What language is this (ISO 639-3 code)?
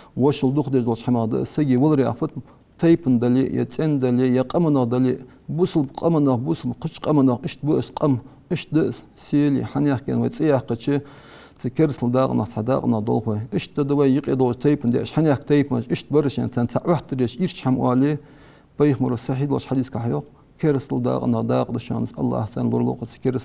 inh